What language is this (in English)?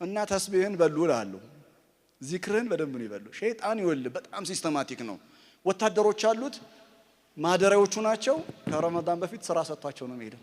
Amharic